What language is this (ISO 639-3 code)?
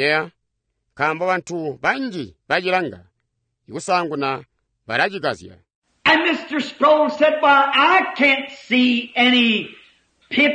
toi